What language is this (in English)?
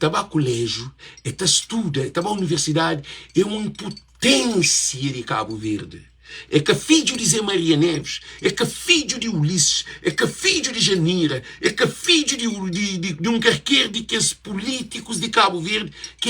Kabuverdianu